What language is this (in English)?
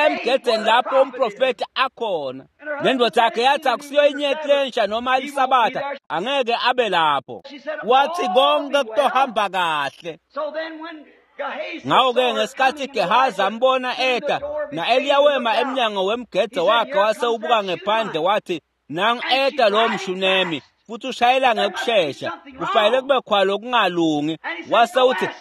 Swati